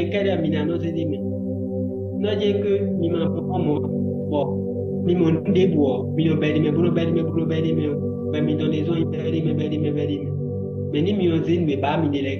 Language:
Fon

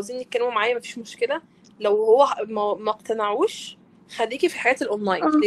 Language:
Egyptian Arabic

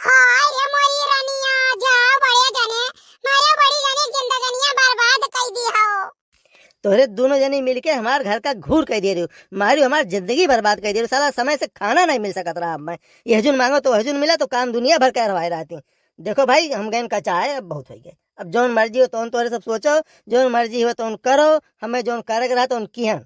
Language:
Awadhi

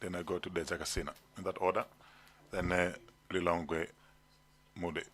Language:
Nyanja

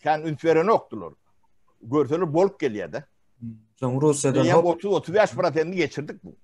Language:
Turkmen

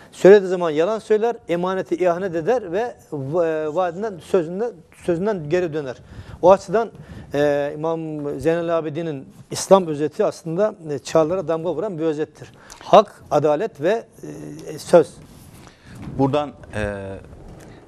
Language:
Turkish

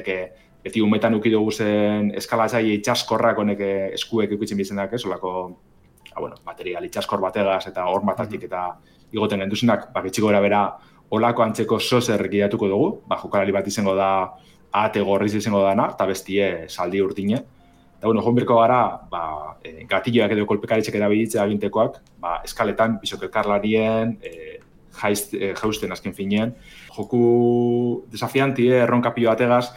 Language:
Basque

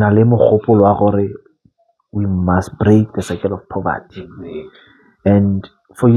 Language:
Tswana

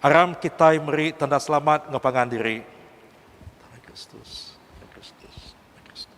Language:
Iban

